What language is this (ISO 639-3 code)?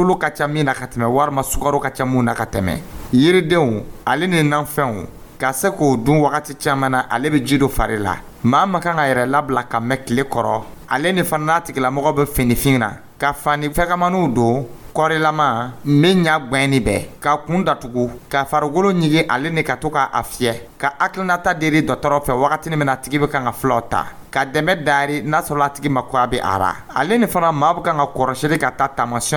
dyu